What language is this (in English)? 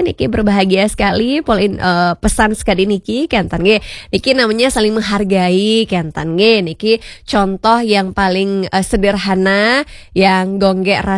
Balinese